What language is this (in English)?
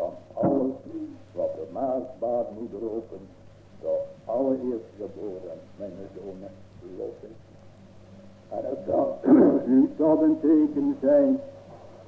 Dutch